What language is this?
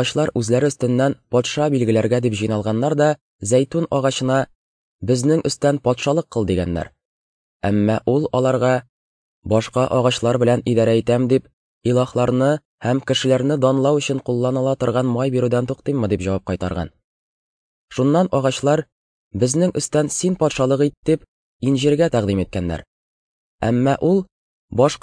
Tatar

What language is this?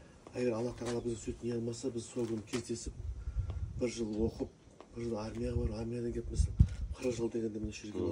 Kazakh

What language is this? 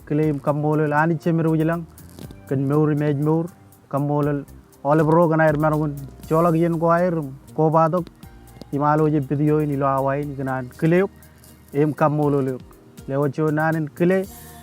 Marshallese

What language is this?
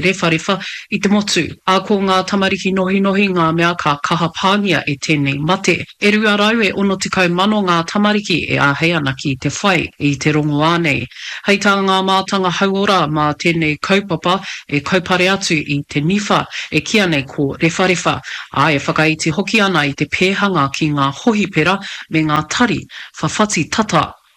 Māori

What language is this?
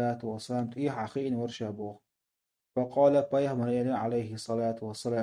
Chechen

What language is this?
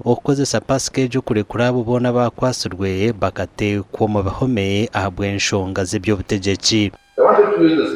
Nyankole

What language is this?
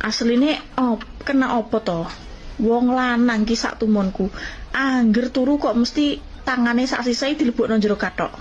Javanese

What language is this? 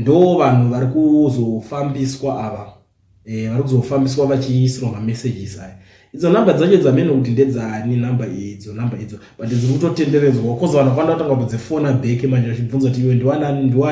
Shona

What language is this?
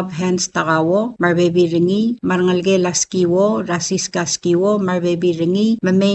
Palauan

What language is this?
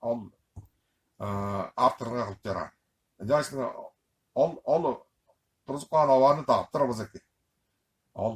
Tuvinian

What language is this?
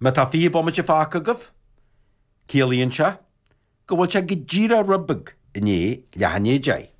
Irish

